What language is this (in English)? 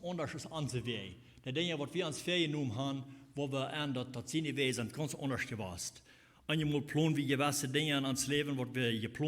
Plautdietsch